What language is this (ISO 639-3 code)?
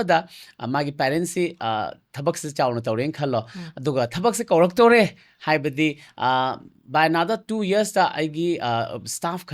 mni